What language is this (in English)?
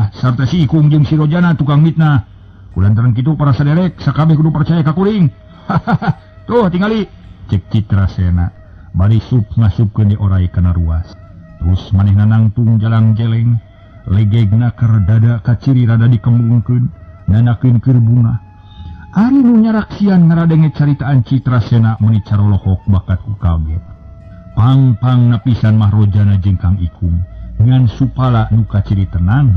Sundanese